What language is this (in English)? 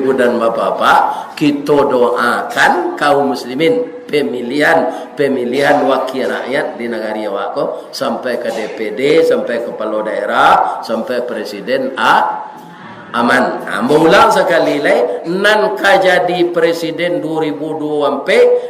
Minangkabau